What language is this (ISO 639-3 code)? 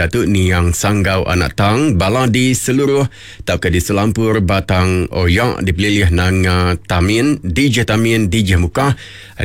iba